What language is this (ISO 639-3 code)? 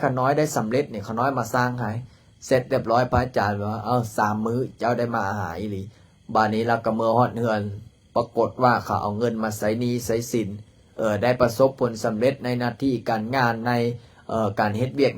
lao